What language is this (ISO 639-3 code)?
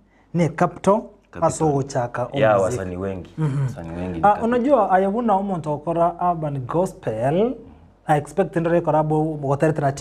guz